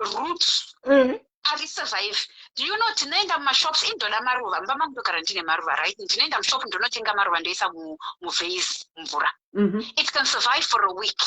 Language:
Shona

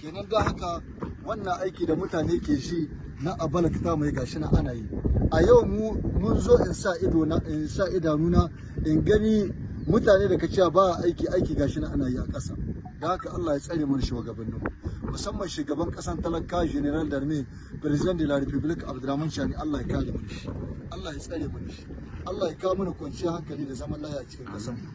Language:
Hausa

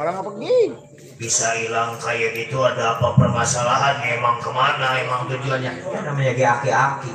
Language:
Betawi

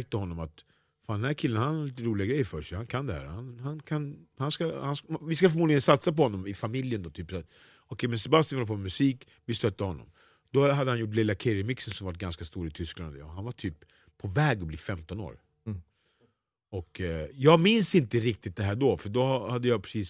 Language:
Swedish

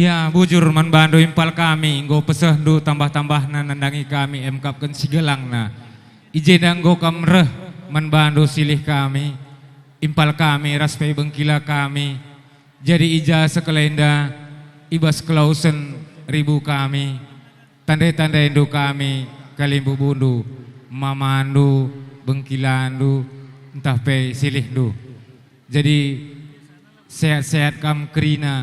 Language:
Batak Karo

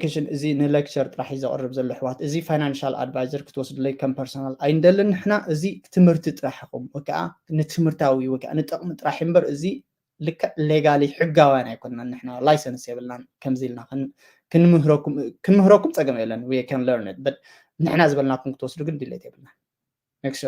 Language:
Tigrinya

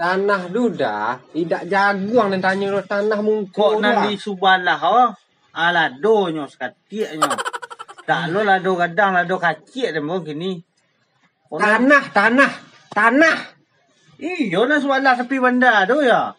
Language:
Minangkabau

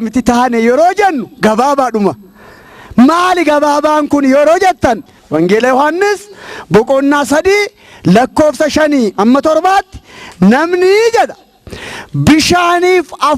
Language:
Oromo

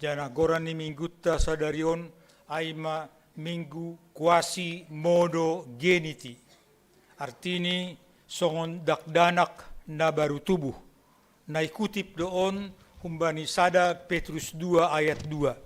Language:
Batak Simalungun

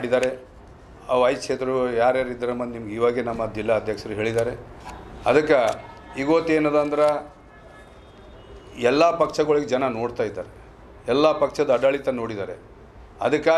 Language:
Kannada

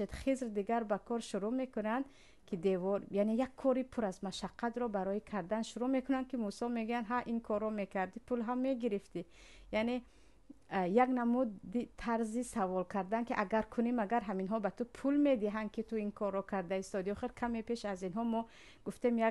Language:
Tajik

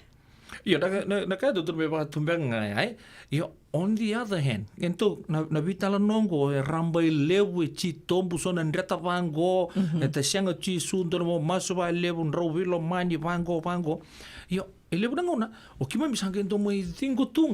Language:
Fijian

